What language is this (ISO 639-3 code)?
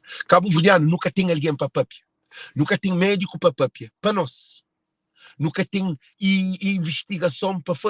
kea